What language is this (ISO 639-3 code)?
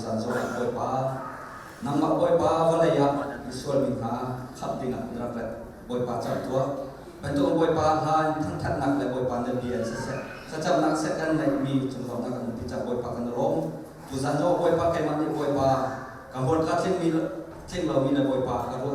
cnh